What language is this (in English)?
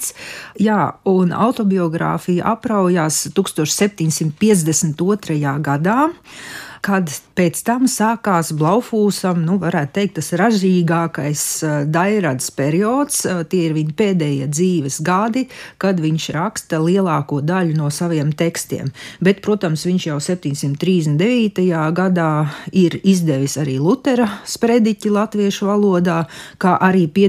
Latvian